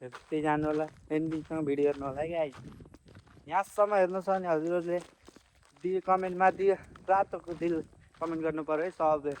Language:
Nepali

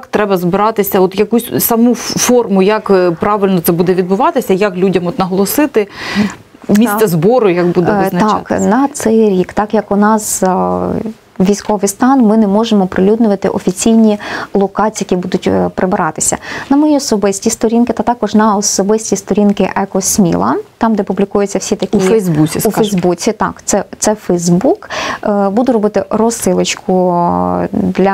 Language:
Ukrainian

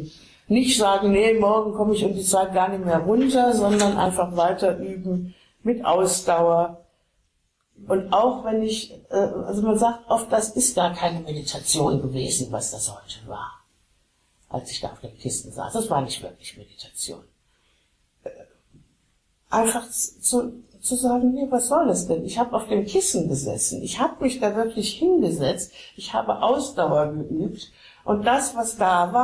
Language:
German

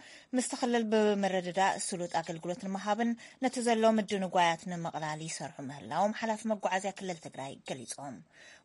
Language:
Tigrinya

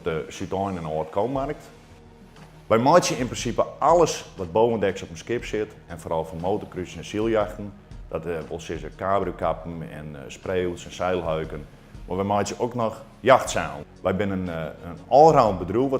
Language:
Western Frisian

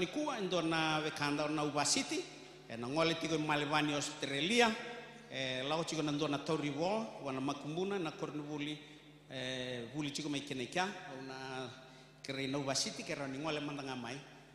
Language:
Fijian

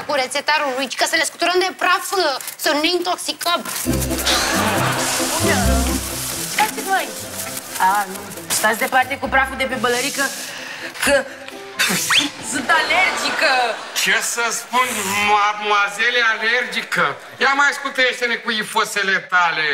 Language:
Romanian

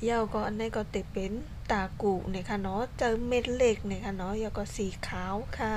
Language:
Shan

